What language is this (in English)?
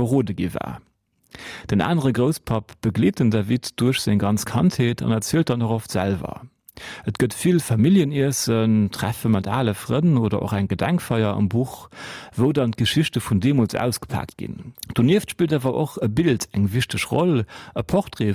Luxembourgish